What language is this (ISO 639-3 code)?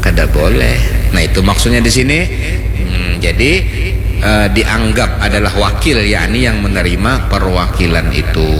bjn